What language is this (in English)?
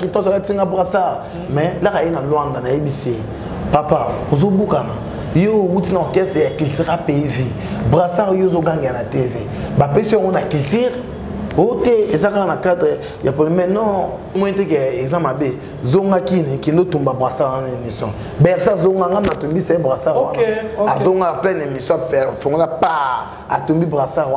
Lingala